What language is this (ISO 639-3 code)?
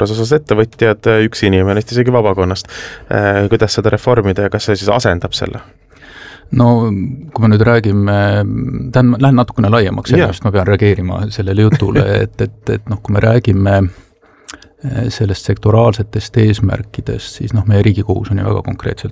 est